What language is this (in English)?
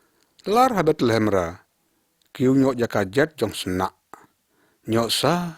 Lyngngam